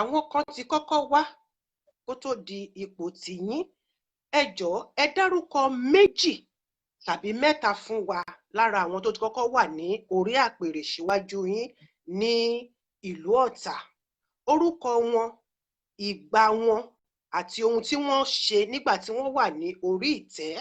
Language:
Yoruba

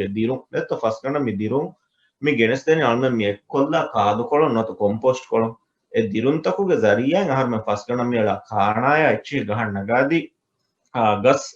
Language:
Divehi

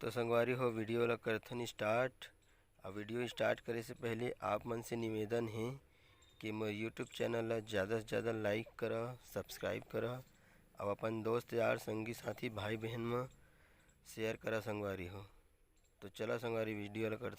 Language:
Chhattisgarhi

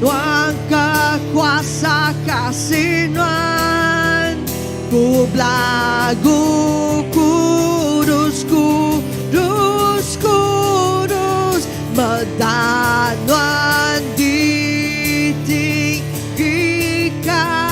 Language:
Iban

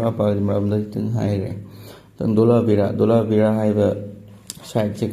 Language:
Manipuri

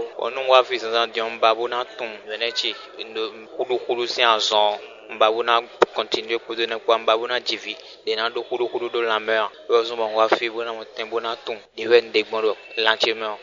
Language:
Fon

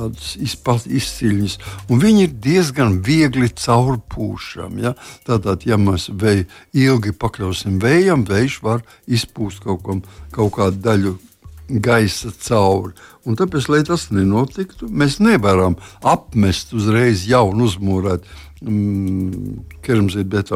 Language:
Latvian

